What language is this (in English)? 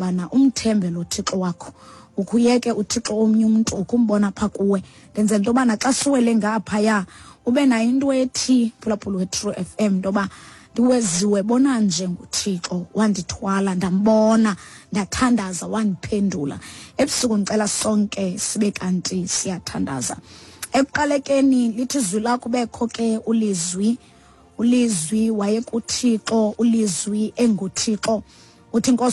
Xhosa